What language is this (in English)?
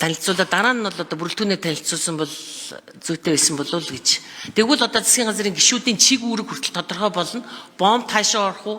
Mongolian